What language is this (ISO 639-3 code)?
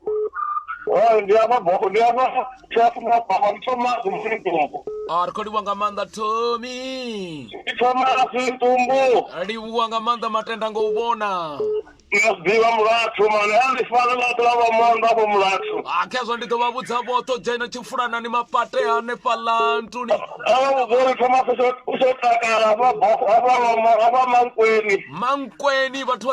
ven